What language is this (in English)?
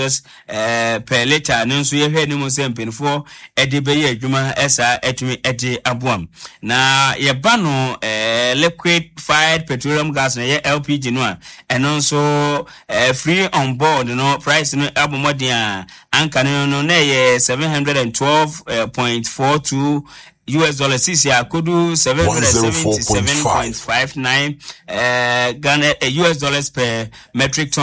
Akan